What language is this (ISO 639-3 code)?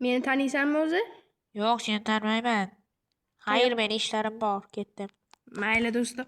uzb